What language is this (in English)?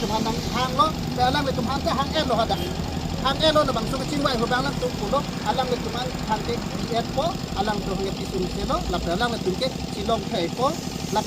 Karbi